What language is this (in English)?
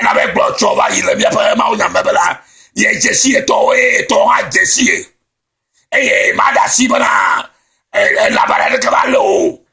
Ewe